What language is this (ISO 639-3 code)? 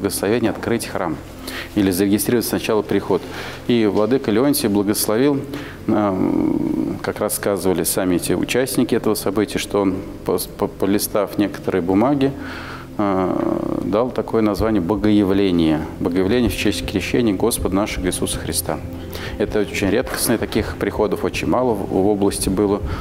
rus